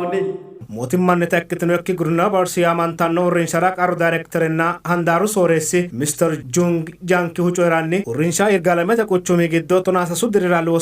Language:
Sidamo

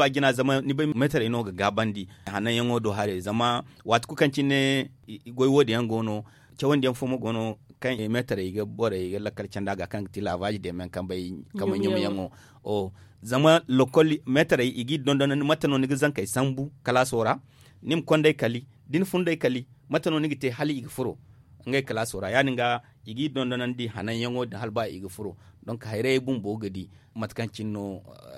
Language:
Zarma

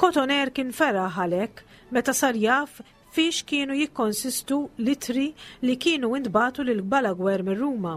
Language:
Maltese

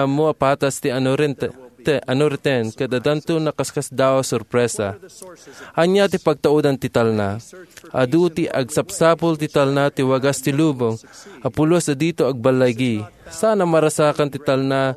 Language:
Iloko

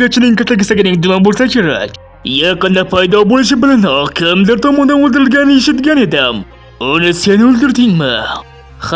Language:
Uzbek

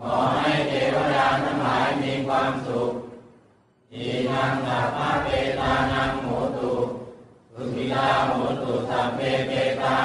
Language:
Pali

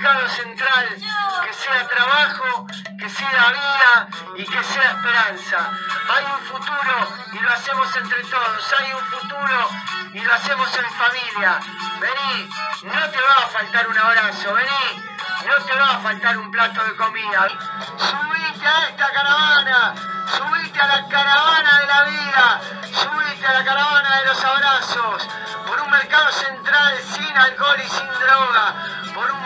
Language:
Spanish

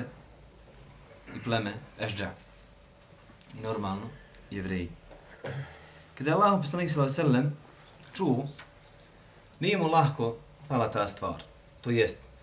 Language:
Bosnian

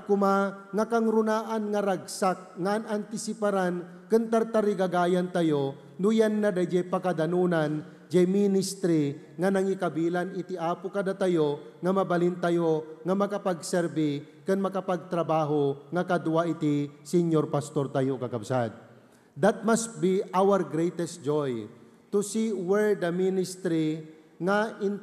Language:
Iloko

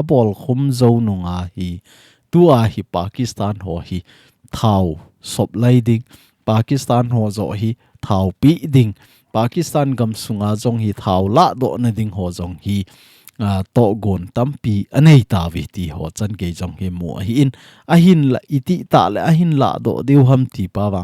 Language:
Thado Chin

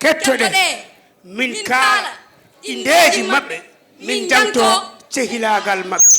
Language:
Fula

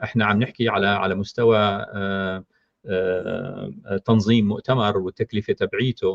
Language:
North Levantine Arabic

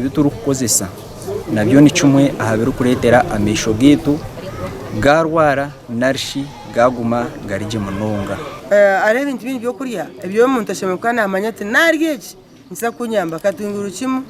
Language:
Nyankole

